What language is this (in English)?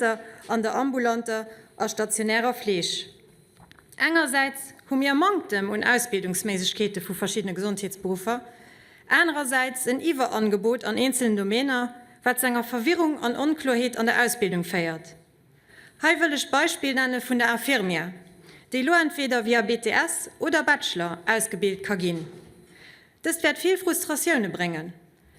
Luxembourgish